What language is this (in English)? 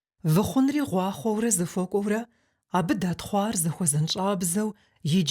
Kabardian